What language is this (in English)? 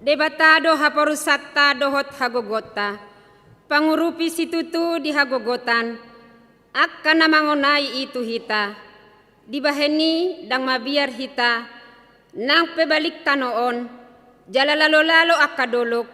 Batak Toba